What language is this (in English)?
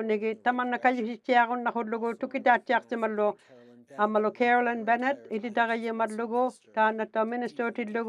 Inuktitut